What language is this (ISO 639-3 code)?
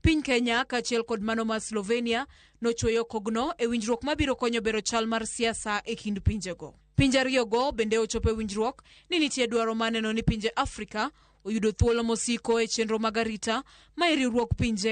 luo